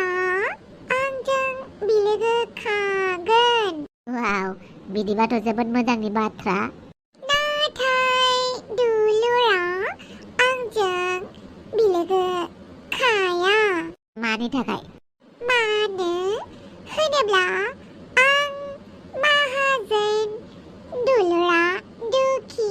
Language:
Bodo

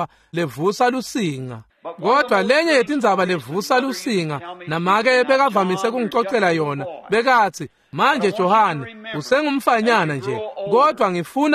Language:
Swati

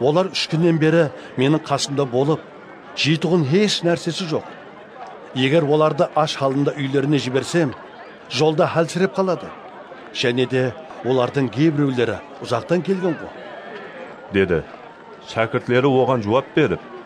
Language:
Kara-Kalpak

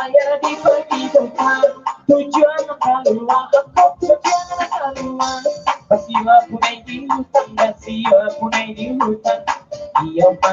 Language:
Minangkabau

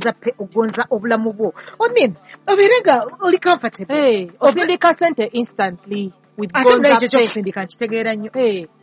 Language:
Ganda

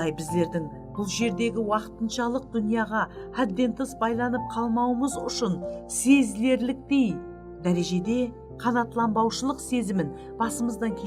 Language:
Kara-Kalpak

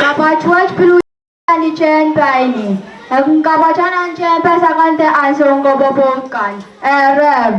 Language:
Pohnpeian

